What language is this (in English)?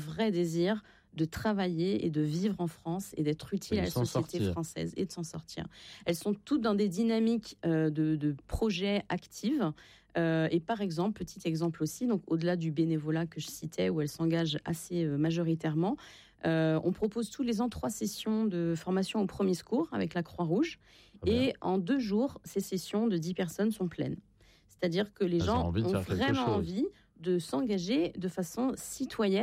French